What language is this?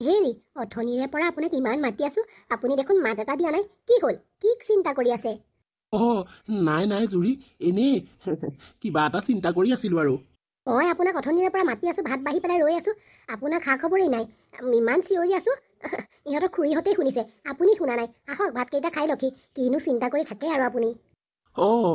Assamese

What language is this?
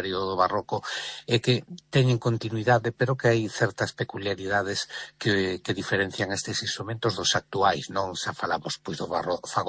Galician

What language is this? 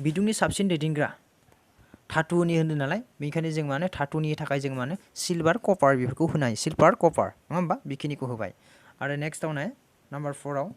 Bodo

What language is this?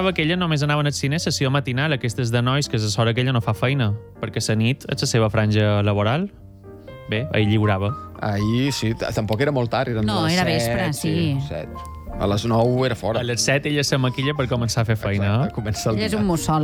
Catalan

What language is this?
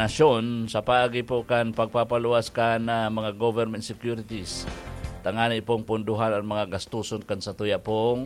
Bikol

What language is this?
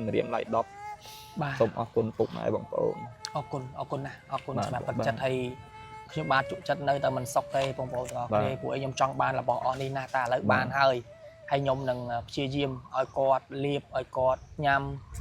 Khmer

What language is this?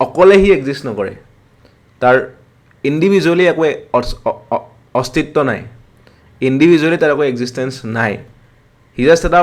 Assamese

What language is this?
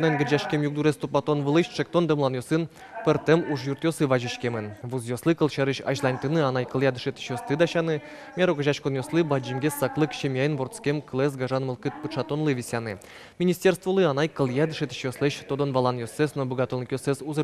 Udmurt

